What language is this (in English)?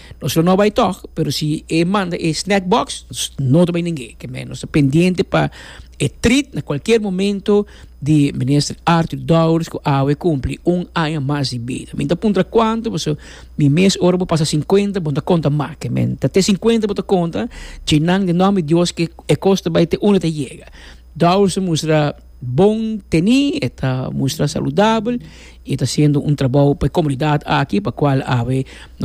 Papiamento